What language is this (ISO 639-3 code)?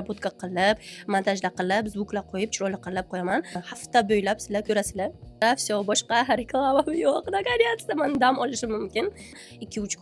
uzb